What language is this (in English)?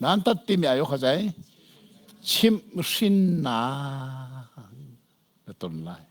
Hakha Chin